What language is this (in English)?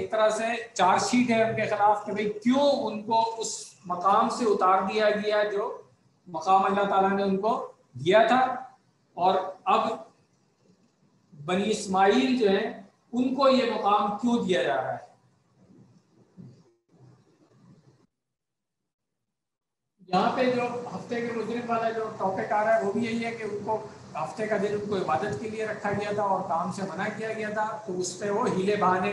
Urdu